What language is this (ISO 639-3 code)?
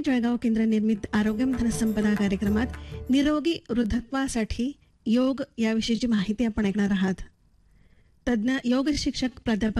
mar